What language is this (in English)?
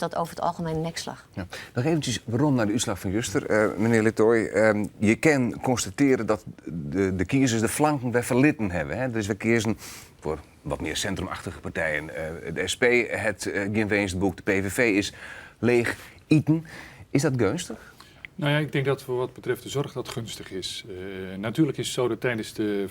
Western Frisian